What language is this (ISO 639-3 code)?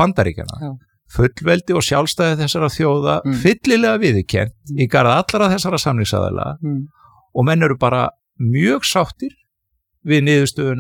isl